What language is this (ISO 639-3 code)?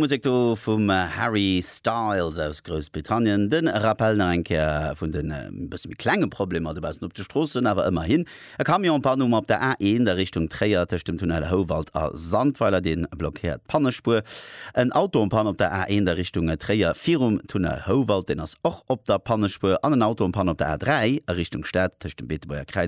ltz